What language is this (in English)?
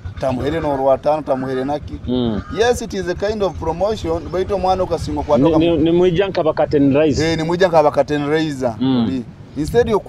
Nyoro